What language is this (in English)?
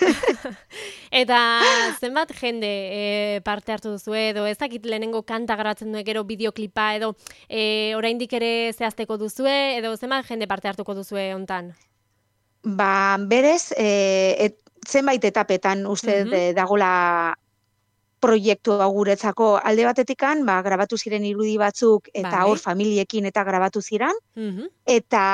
Basque